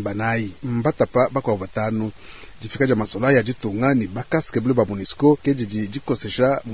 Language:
Luba-Lulua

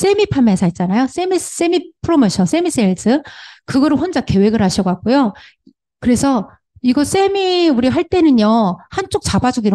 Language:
Korean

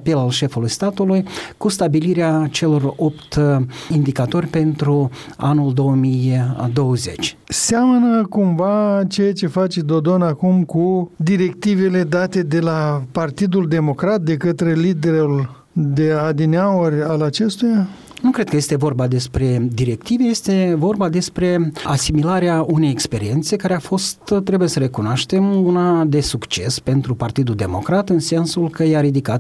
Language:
Romanian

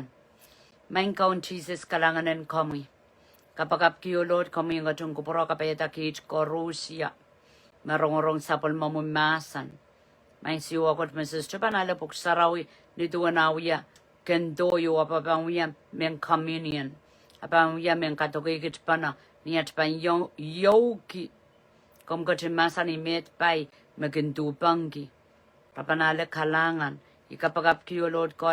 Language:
Pohnpeian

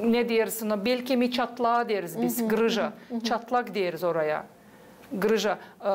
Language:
Gagauz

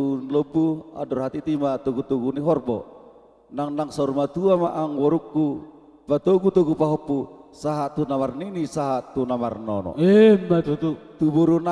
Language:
Batak Toba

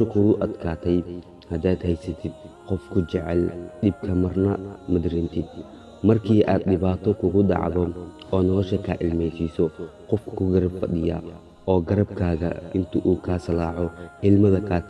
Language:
Somali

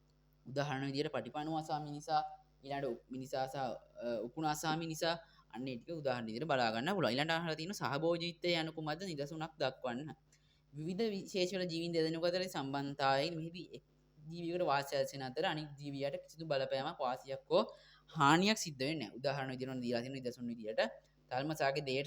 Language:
Sinhala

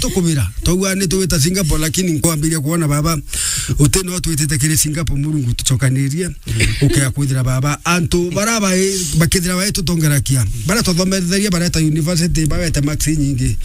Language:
Meru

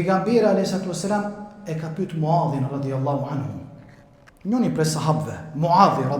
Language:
Albanian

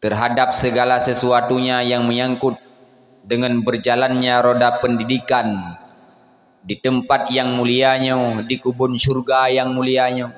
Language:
Achinese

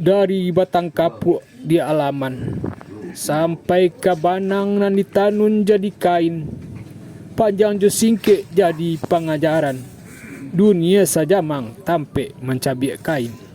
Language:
Minangkabau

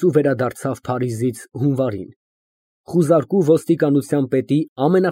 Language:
Armenian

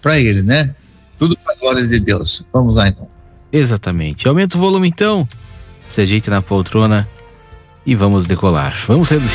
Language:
Portuguese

